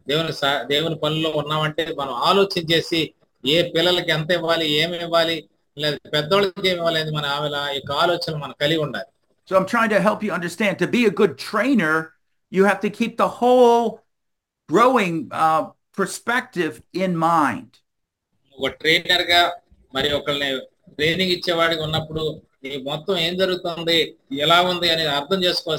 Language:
Telugu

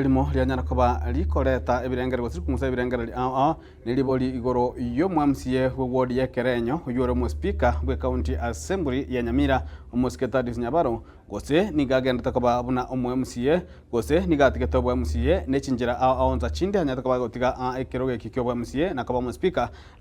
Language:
Gusii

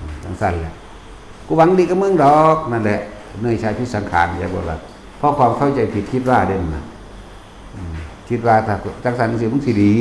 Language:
Northeastern Thai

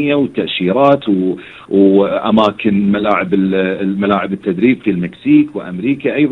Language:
Gulf Arabic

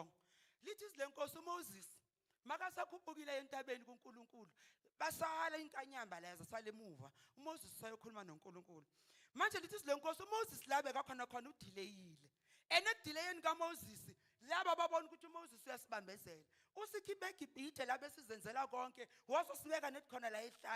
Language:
Zulu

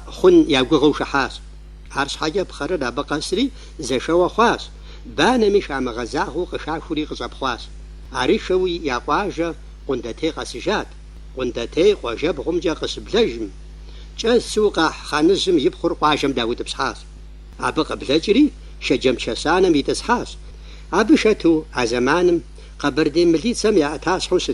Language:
Kabardian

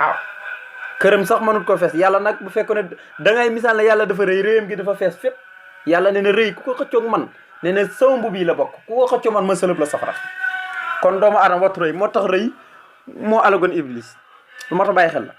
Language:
Wolof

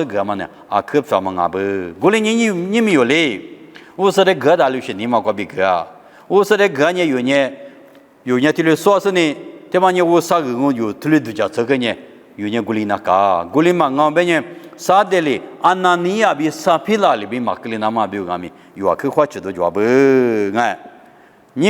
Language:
Lisu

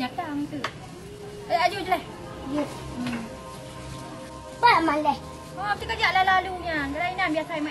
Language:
Achinese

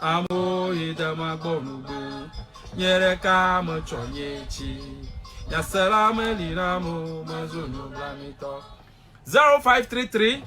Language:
Ewe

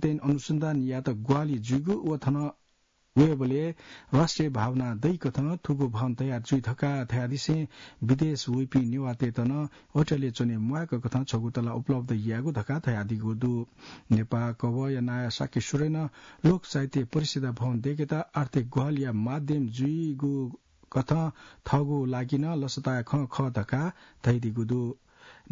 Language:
Newari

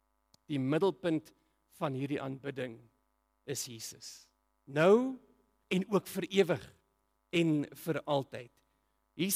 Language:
Afrikaans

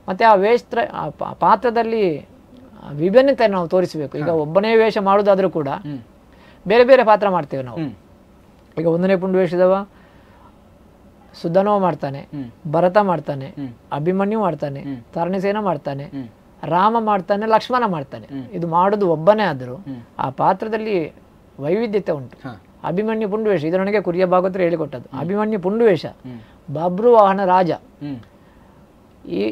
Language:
Kannada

